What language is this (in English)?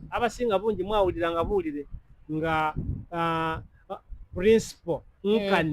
Soga